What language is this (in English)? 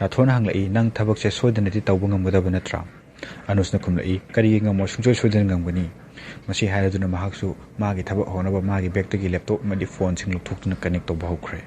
Manipuri